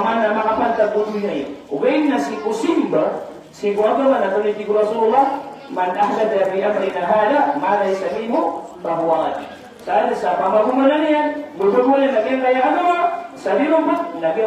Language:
Maranao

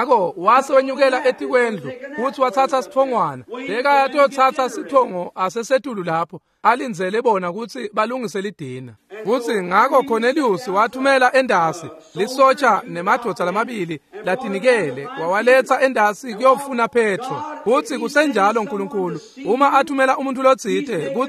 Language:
Swati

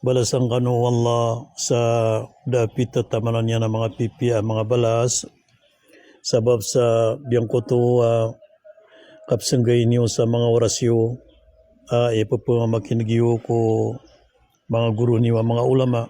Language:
Maranao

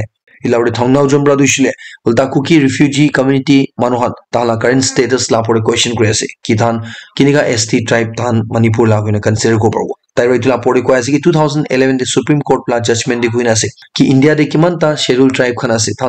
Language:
Naga Pidgin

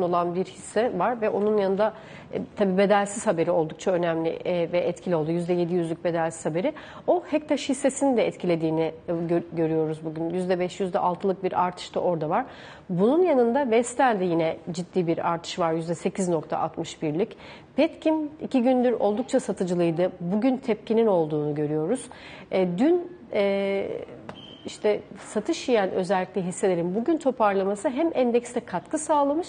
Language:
Turkish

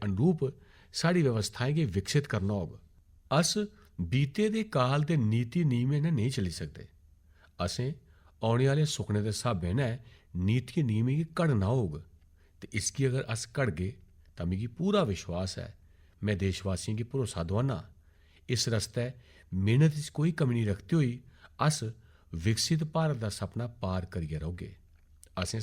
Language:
Dogri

